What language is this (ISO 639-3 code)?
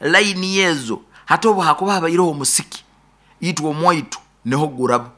nyo